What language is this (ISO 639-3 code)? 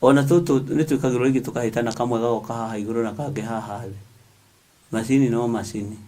kik